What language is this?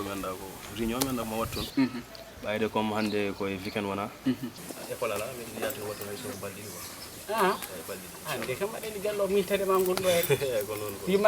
Fula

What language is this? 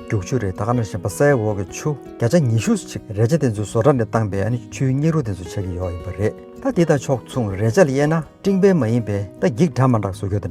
Tibetan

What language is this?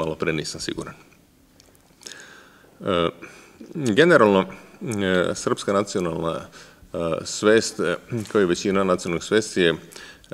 Serbian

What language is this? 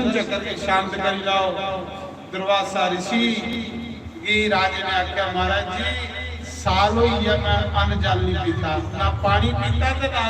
Dogri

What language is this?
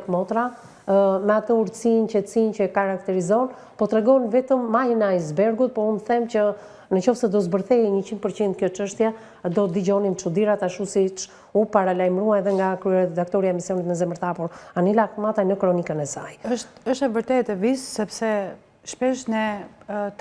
Albanian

